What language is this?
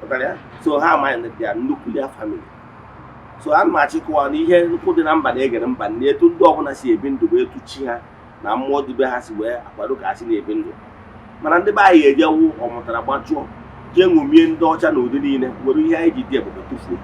Igbo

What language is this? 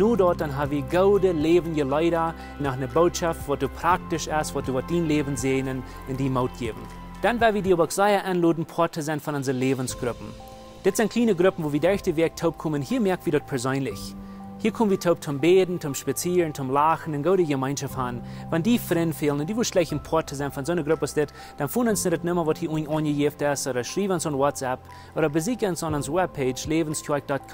Plautdietsch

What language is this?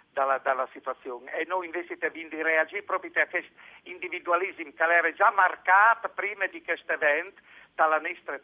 Friulian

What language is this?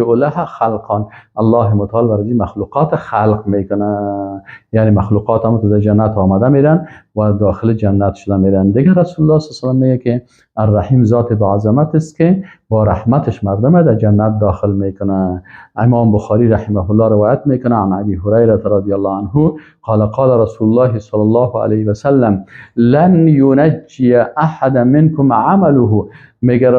Persian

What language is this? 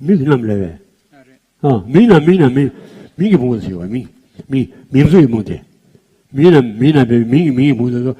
Tibetan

